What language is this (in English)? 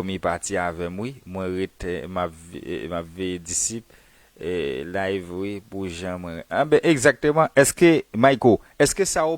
Haitian Creole